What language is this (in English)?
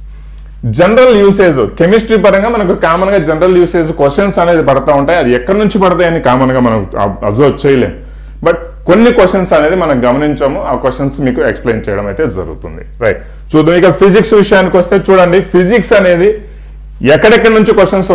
Telugu